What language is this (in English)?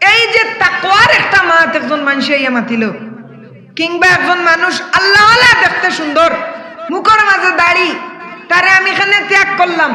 Sylheti